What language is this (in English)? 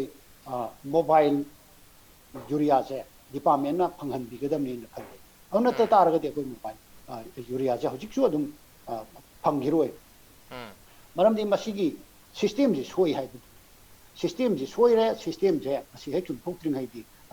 Manipuri